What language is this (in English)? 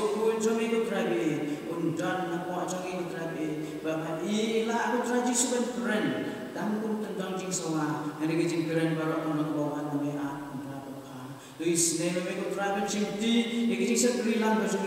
Khasi